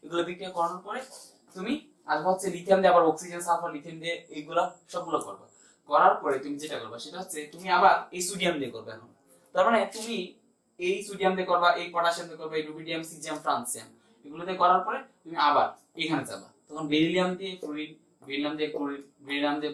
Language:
Bangla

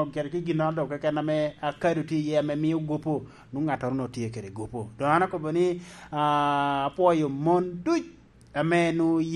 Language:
Lango (Uganda)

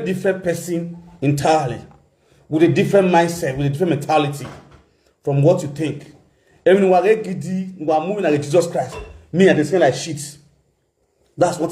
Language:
Nigerian Pidgin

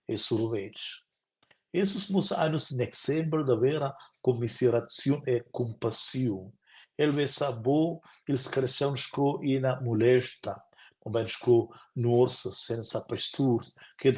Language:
Romansh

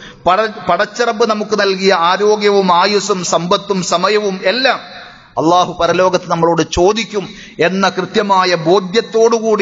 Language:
Malayalam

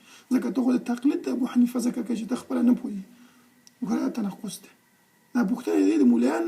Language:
Pashto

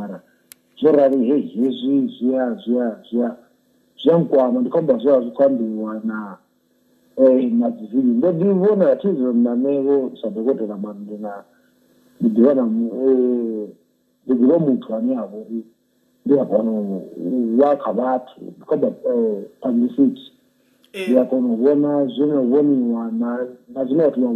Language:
Venda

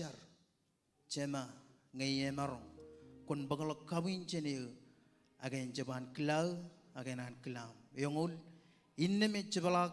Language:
Marshallese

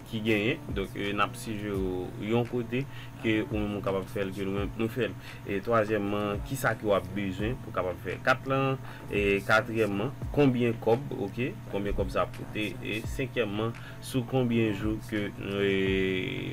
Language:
Haitian Creole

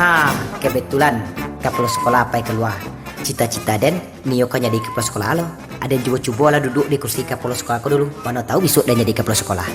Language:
Minangkabau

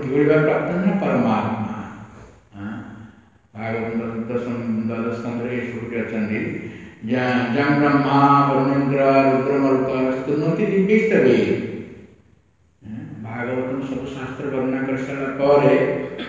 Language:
Odia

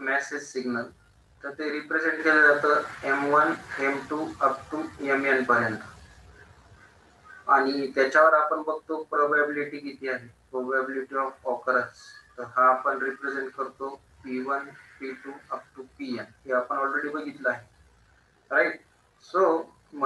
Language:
Marathi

